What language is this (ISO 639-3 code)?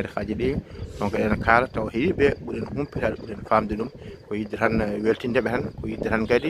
ful